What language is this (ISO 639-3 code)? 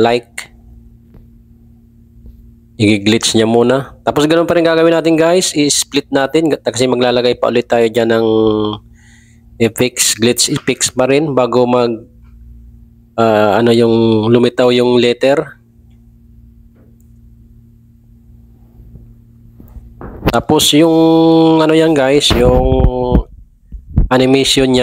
fil